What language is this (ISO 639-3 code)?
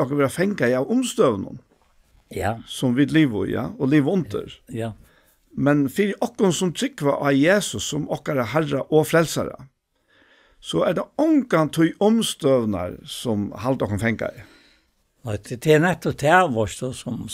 fao